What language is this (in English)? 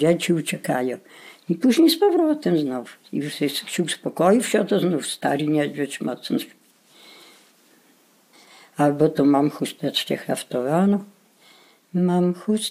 Polish